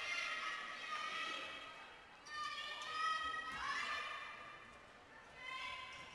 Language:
Icelandic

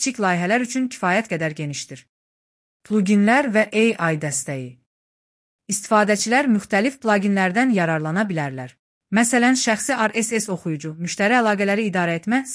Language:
Azerbaijani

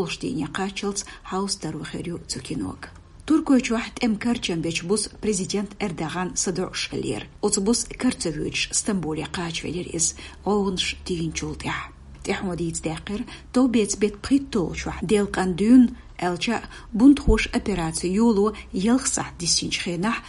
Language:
Chechen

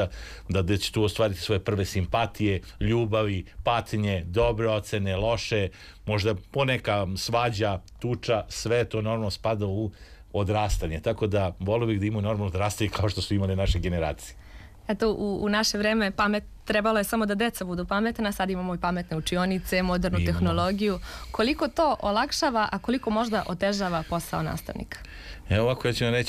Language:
Serbian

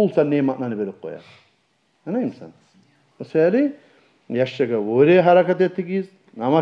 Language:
Kumyk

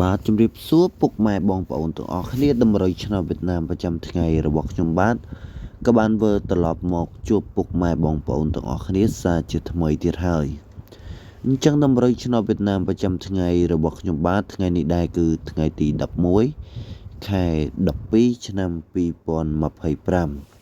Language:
Khmer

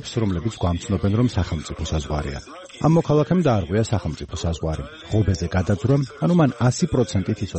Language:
Georgian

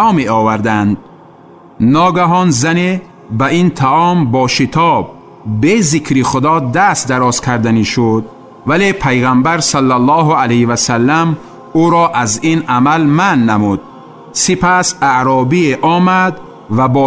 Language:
Tajik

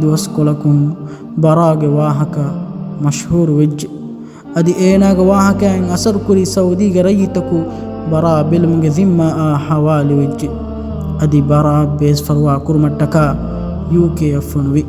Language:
Divehi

